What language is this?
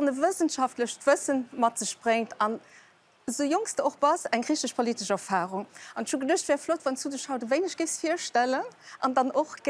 Luxembourgish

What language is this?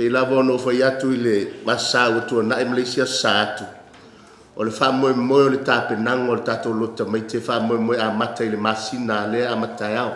Samoan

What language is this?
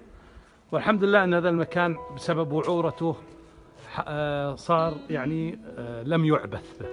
Arabic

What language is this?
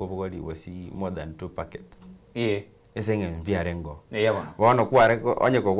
Gusii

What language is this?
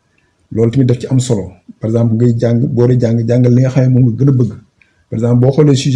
Wolof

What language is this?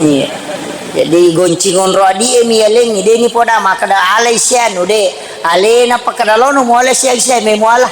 Buginese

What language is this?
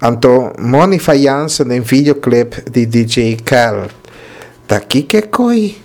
Papiamento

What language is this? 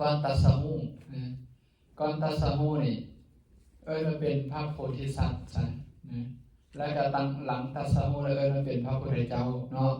Lao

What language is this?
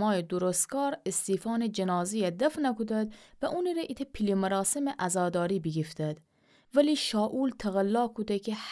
Gilaki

